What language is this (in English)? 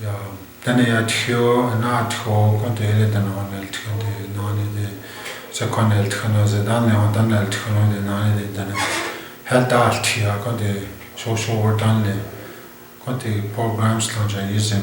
Chipewyan